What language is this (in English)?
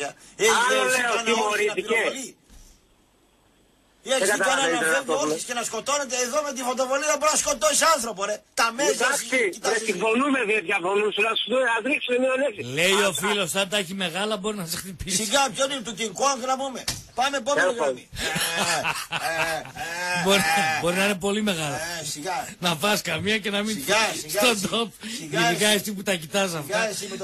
Greek